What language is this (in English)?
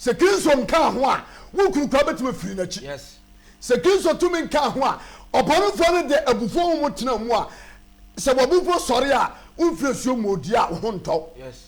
Akan